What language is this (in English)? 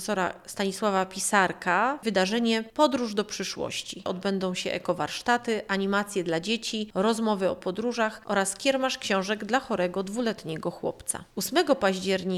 Polish